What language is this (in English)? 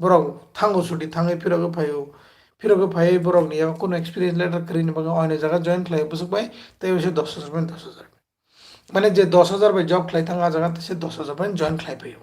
Kok Borok